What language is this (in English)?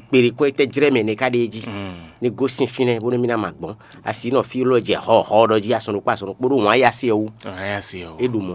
Fon